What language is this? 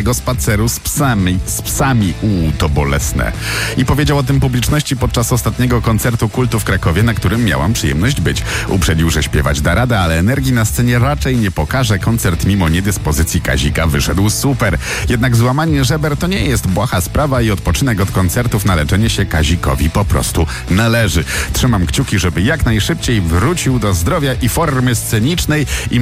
Polish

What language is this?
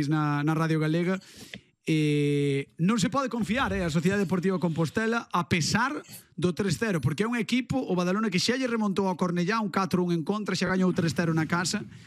Galician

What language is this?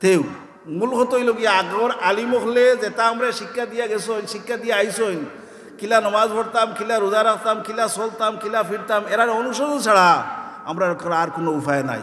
Sylheti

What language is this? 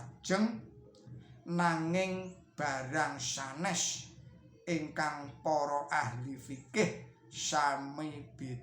Javanese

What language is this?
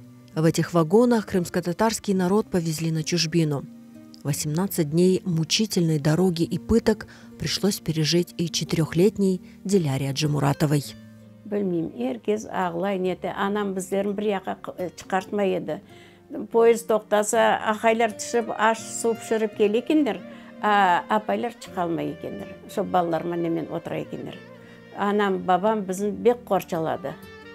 Crimean Tatar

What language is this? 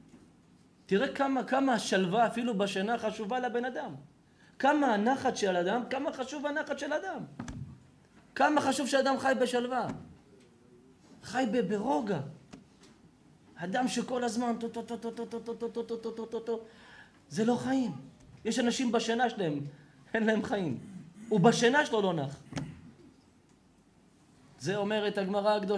Hebrew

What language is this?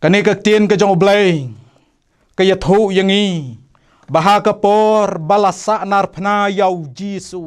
Khasi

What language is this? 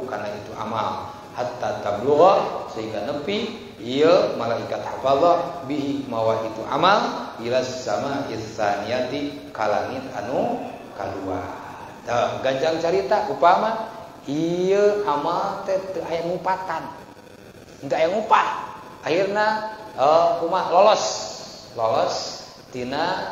Sundanese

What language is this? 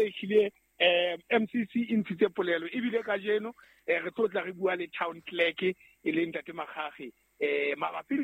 Southern Sotho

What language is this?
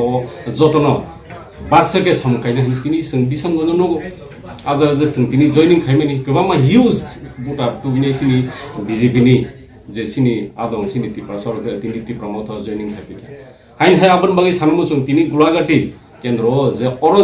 Kok Borok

